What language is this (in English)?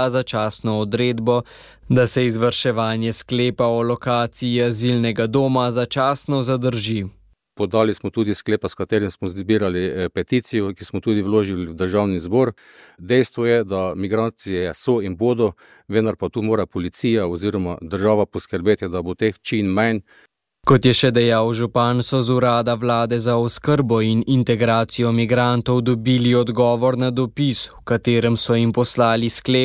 Slovenian